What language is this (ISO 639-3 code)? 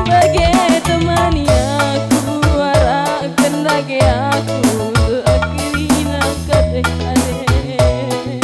btx